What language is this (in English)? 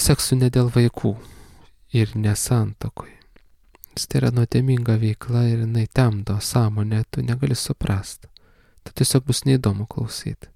Lithuanian